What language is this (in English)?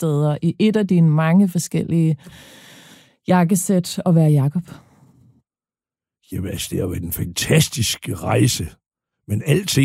Danish